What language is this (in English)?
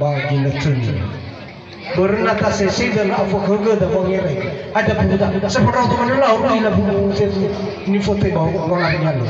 Nias